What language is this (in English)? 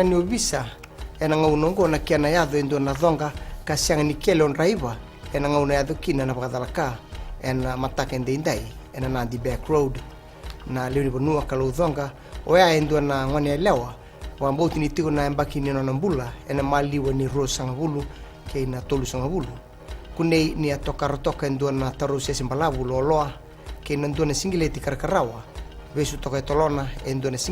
Fijian